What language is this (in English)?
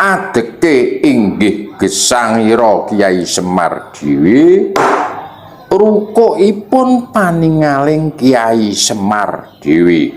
Javanese